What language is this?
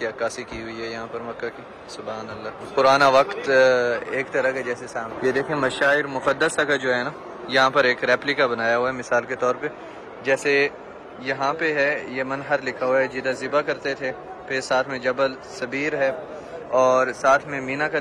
Urdu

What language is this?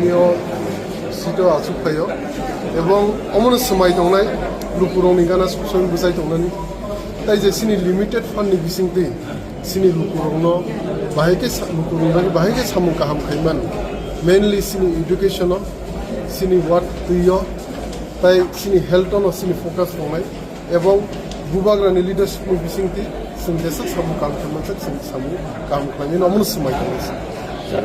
Kok Borok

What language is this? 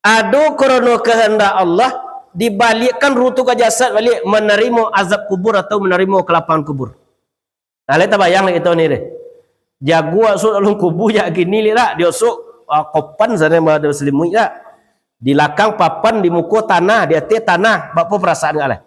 Minangkabau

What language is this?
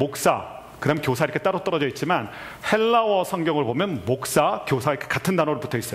Korean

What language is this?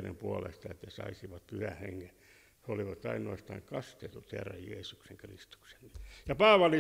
Finnish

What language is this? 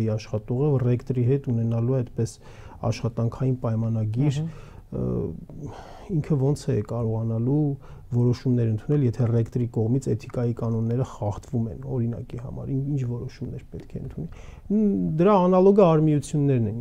Armenian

